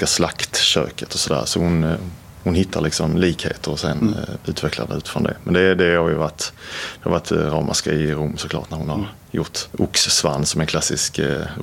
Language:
Swedish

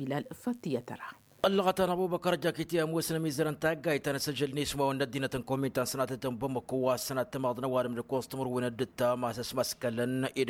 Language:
Tamasheq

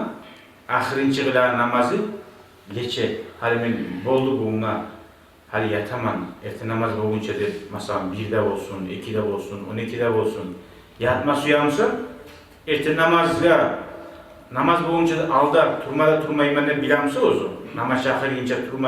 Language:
Kumyk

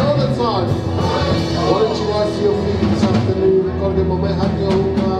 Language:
Tongan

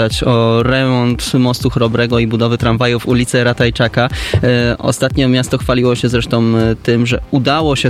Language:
Polish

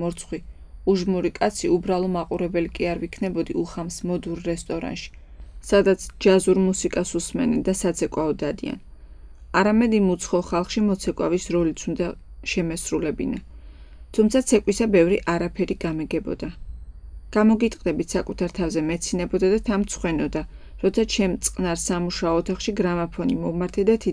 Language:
Georgian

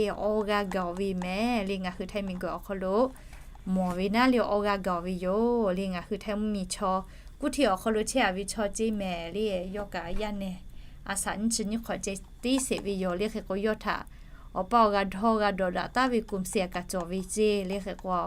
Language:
Lahu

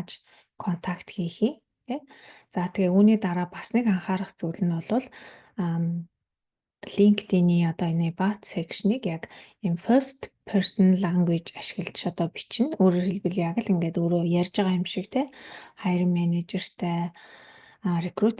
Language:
Mongolian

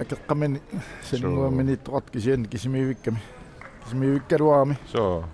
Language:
Kalaallisut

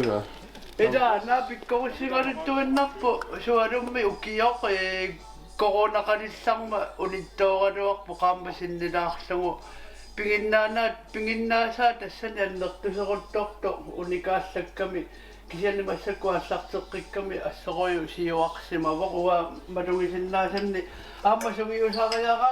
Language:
Kalaallisut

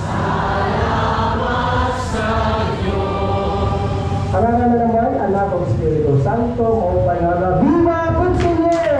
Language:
Waray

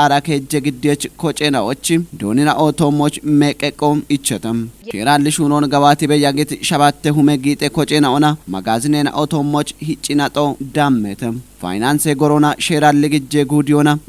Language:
Kafa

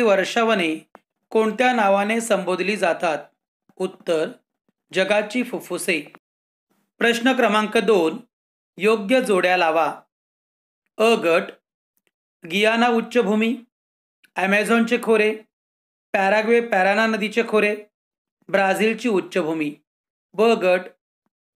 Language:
Marathi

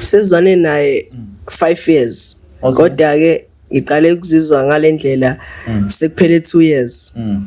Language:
Zulu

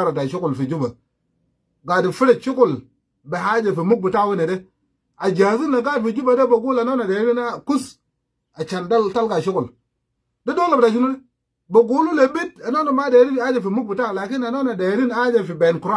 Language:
Sudanese Creole Arabic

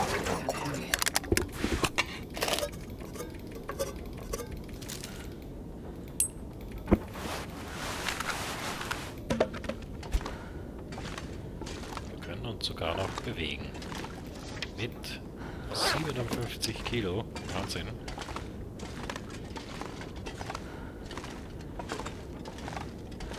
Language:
German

